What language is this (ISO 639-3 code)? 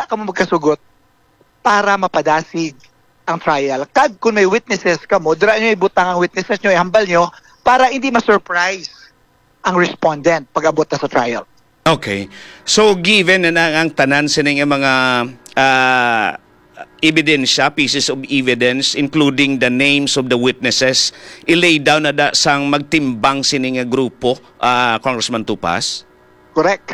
hil